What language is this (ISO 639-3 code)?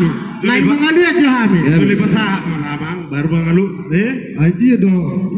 bbc